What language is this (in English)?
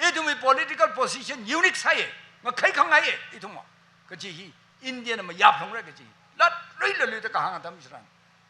Tangkhul Naga (India)